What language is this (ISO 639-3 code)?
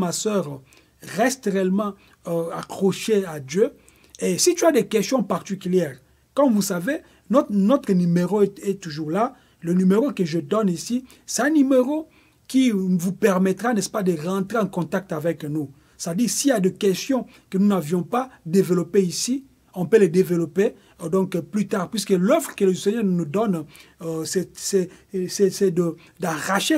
fra